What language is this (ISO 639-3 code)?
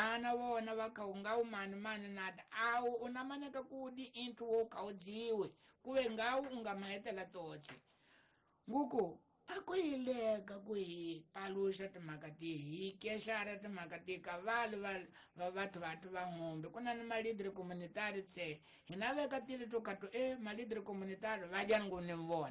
tso